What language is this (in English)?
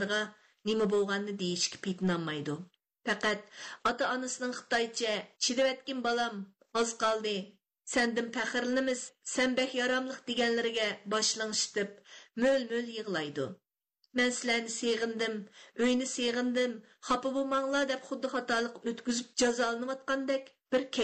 Uyghur